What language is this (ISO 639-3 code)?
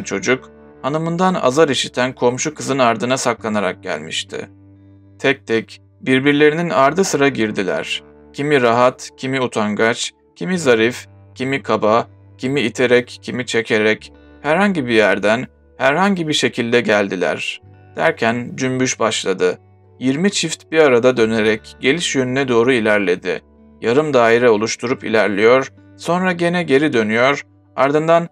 tur